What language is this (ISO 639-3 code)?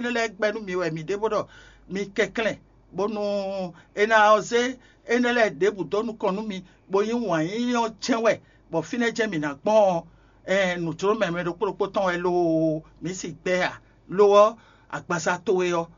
fon